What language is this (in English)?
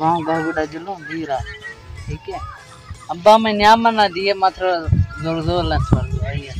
Saraiki